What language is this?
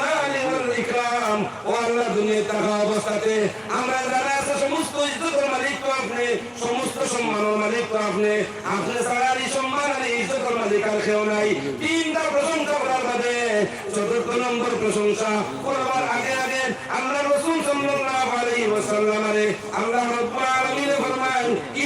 Sylheti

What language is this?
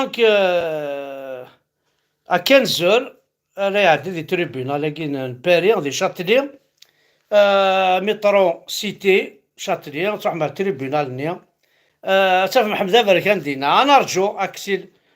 Kabyle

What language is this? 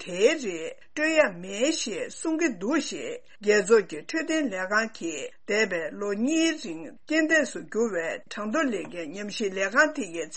Tibetan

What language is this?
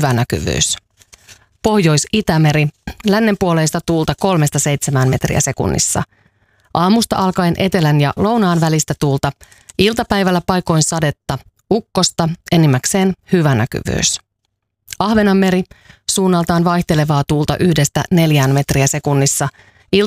Finnish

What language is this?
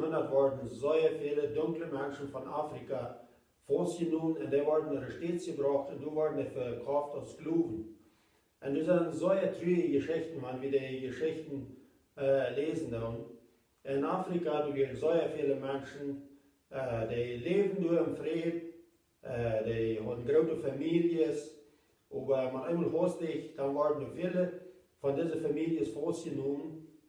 Plautdietsch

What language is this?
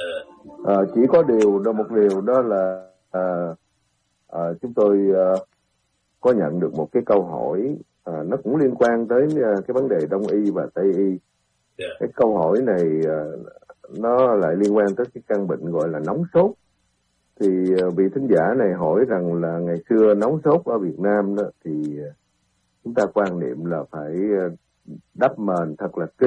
Vietnamese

